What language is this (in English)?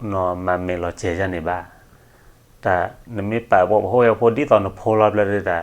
S'gaw Karen